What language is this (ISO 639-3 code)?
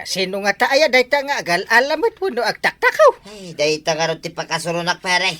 ilo